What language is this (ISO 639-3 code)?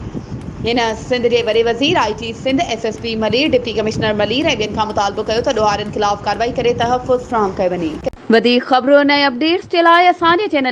snd